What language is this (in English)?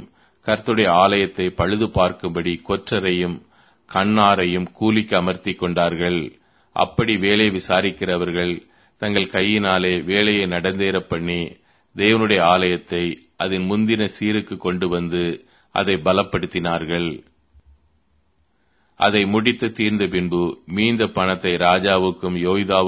Tamil